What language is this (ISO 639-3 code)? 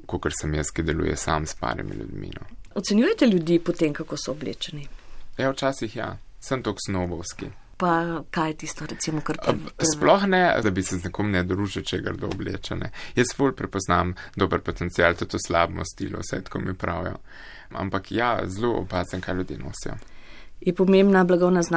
slv